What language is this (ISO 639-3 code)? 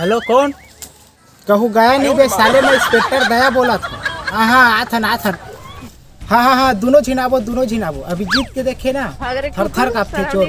hne